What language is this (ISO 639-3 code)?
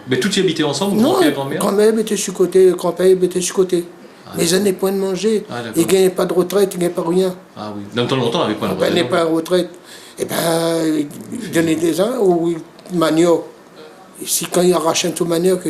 rcf